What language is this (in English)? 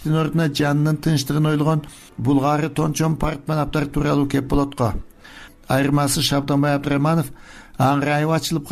Kyrgyz